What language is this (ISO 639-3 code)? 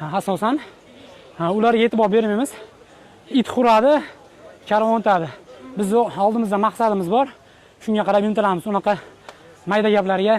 uzb